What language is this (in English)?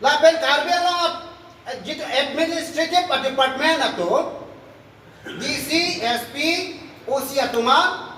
Karbi